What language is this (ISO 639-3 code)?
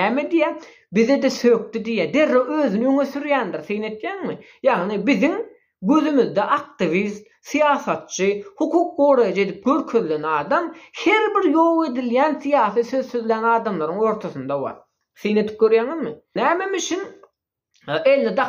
tuk